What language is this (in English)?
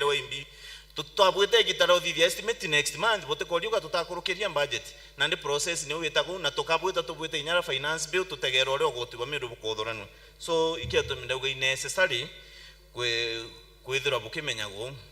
Meru